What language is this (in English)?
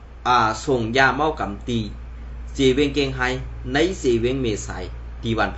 Shan